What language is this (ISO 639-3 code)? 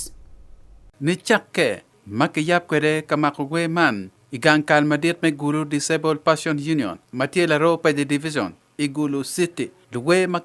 ach